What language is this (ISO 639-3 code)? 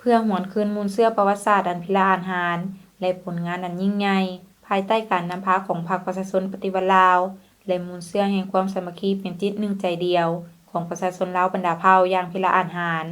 lao